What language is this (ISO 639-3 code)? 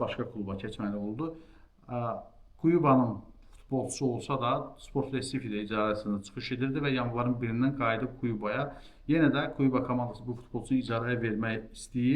aze